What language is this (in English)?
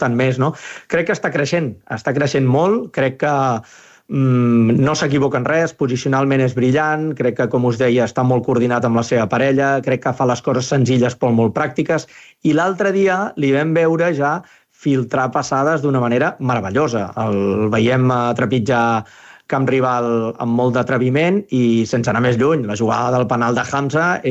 Catalan